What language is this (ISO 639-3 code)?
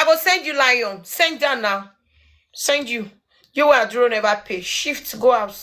pcm